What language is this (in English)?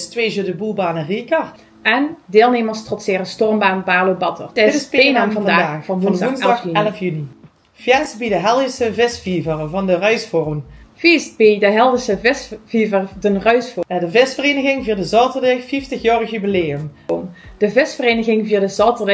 Limburgish